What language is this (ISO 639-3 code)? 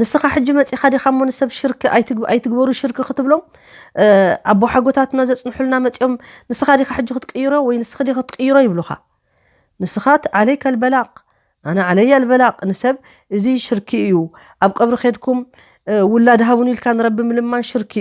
tir